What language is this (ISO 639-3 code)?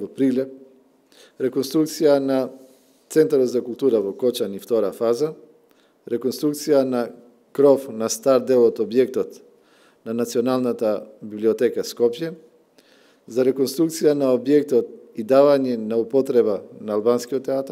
mkd